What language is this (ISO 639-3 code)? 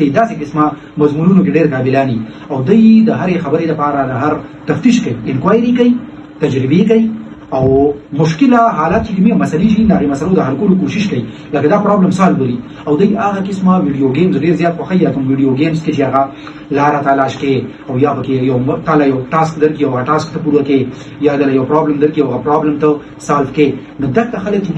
pus